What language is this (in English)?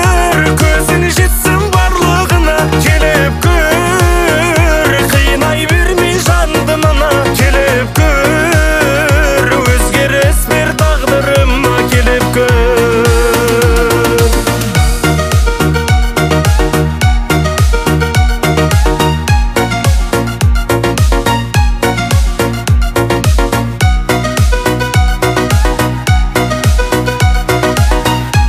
Kazakh